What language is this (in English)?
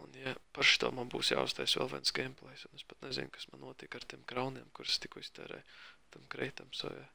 Latvian